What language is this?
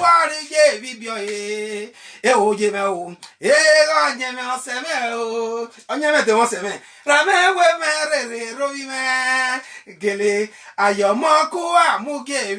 Bini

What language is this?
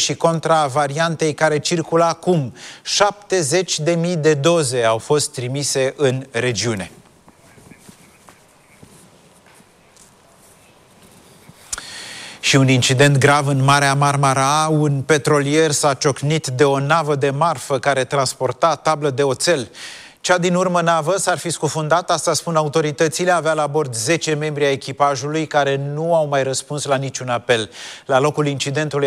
Romanian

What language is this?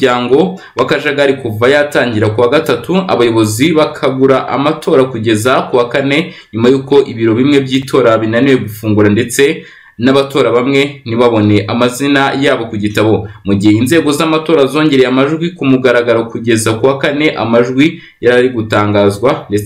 Kinyarwanda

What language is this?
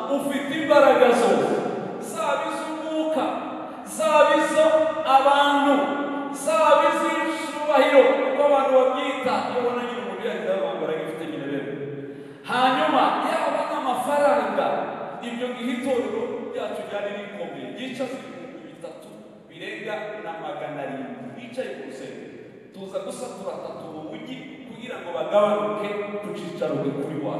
Kinyarwanda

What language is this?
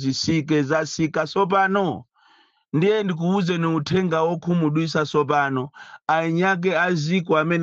Nyanja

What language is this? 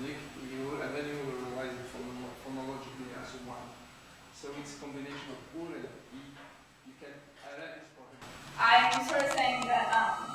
Kabyle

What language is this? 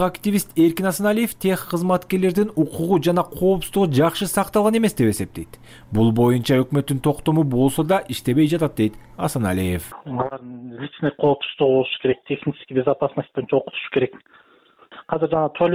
Kyrgyz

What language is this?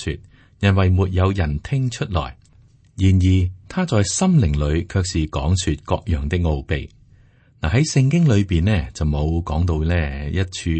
Cantonese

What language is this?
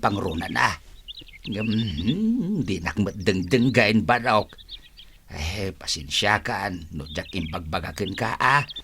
Iloko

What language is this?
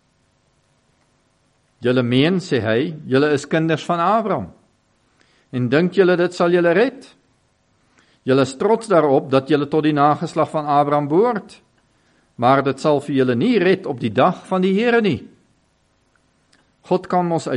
Afrikaans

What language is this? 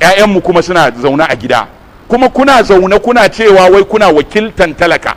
Hausa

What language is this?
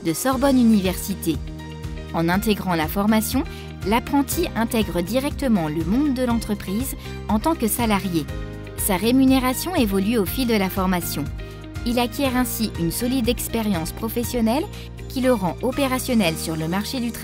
French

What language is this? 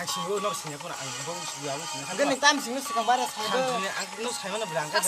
Kok Borok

